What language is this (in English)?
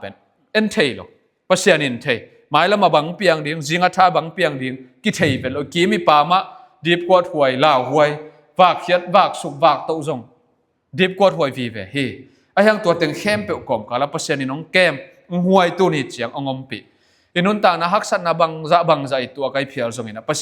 Tedim Chin